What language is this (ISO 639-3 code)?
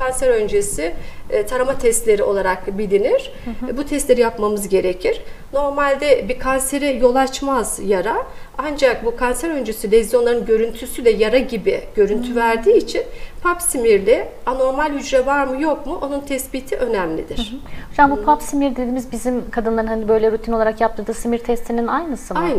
tur